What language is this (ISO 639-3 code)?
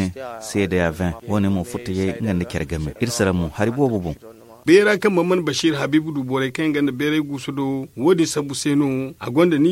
dje